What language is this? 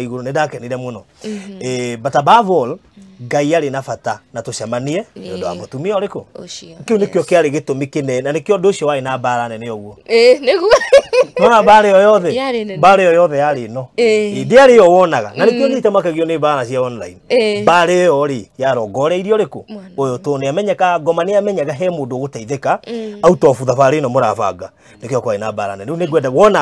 Kikuyu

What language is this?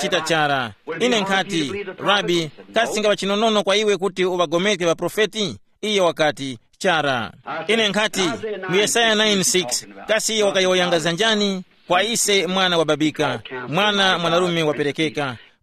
Tumbuka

